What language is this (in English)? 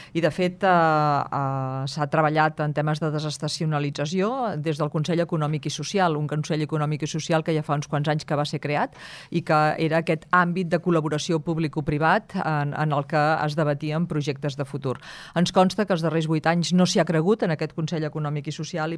Catalan